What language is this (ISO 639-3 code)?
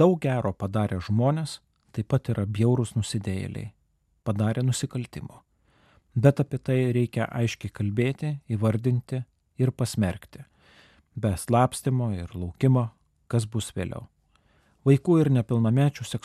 lit